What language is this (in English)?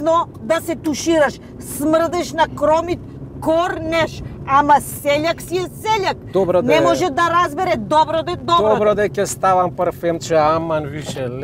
Macedonian